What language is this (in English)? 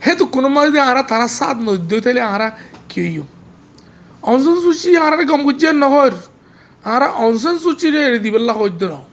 Rohingya